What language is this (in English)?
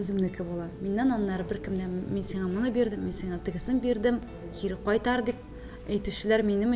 Tatar